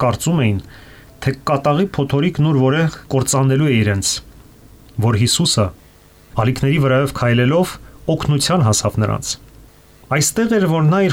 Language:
Armenian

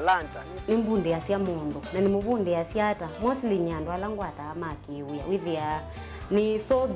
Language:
Kamba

